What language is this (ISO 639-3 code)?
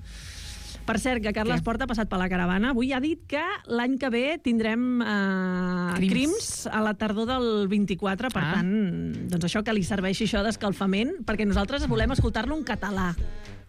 cat